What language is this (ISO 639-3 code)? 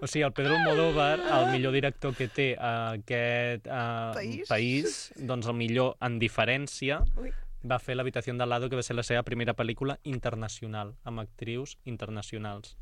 cat